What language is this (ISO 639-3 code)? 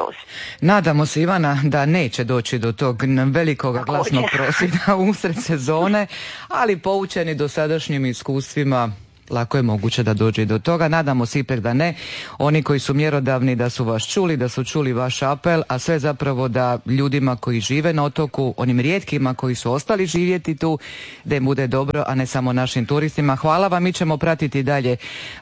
hrv